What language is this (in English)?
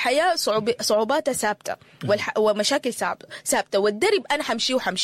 Sudanese Arabic